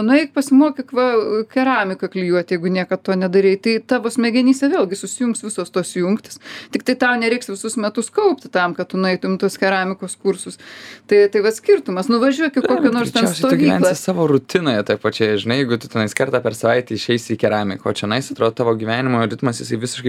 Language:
Lithuanian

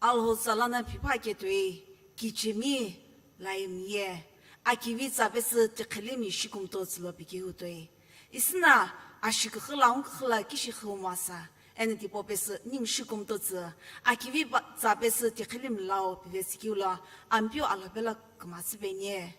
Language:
Sumi Naga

